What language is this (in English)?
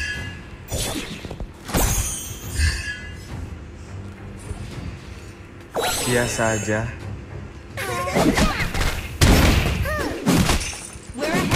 Indonesian